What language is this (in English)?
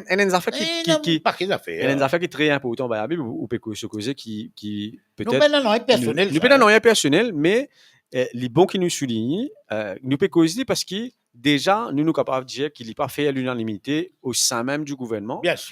Morisyen